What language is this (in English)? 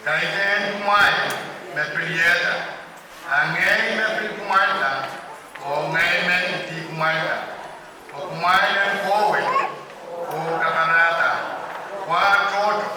Pohnpeian